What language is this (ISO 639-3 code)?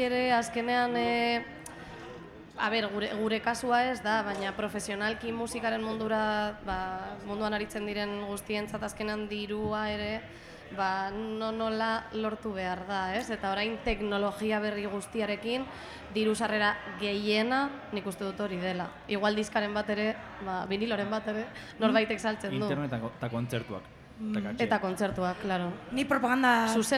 eus